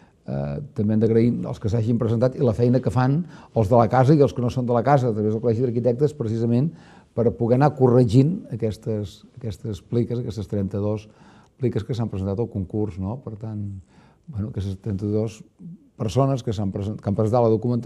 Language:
Catalan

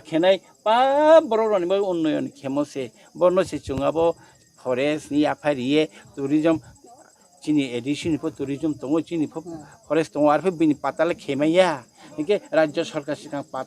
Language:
Riang (India)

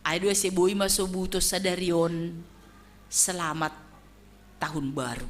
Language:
Batak Simalungun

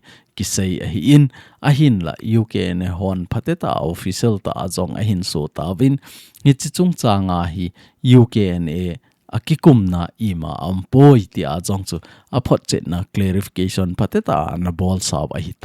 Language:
Thado Chin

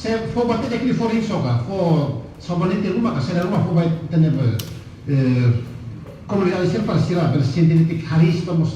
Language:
Tetum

